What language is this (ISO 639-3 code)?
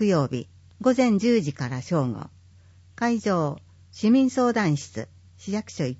jpn